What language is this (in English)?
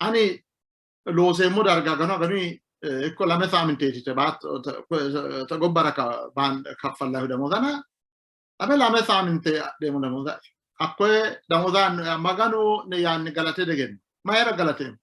Sidamo